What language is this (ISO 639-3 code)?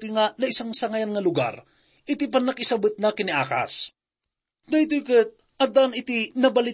ilo